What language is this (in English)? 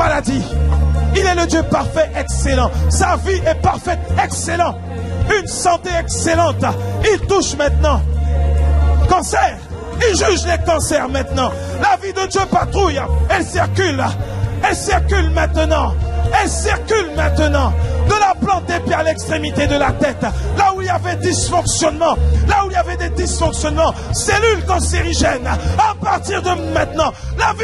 French